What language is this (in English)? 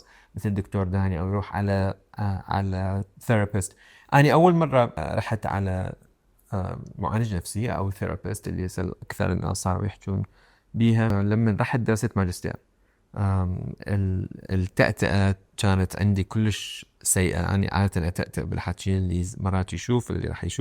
Mesopotamian Arabic